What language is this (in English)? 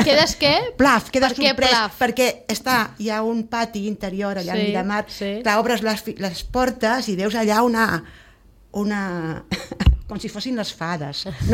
Catalan